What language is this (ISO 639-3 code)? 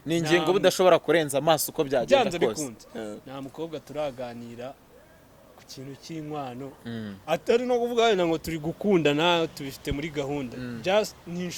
kin